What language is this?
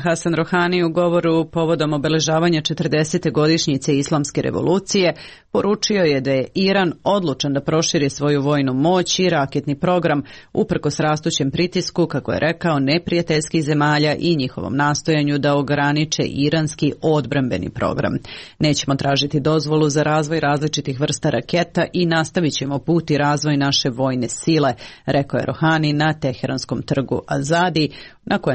Serbian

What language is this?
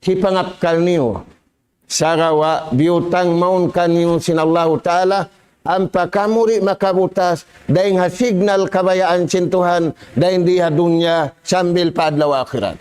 Tausug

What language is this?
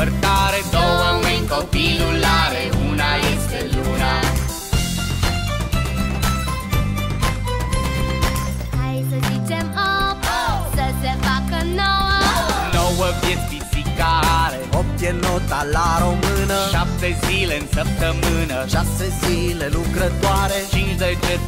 Romanian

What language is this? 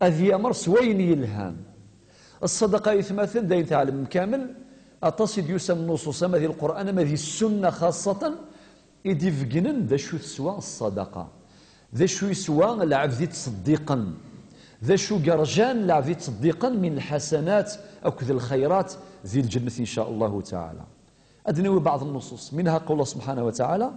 Kabyle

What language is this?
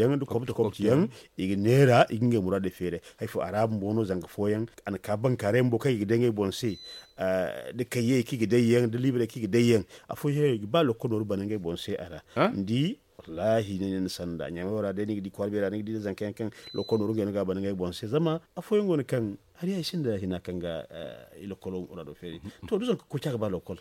Zarma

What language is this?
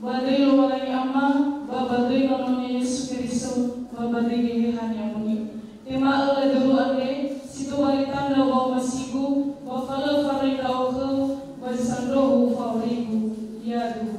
Nias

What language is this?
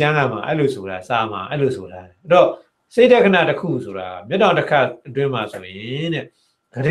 Burmese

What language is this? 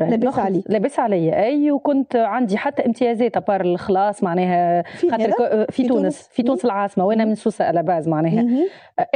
Tunisian Arabic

